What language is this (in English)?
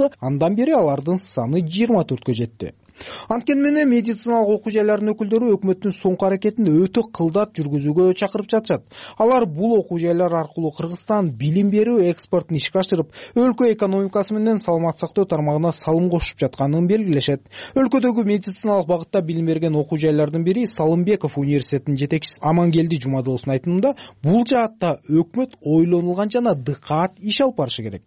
Kyrgyz